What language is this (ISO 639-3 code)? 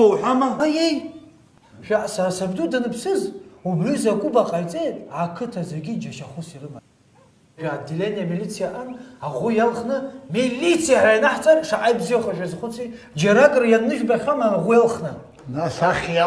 abk